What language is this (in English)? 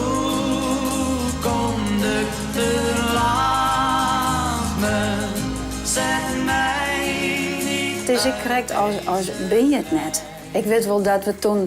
Western Frisian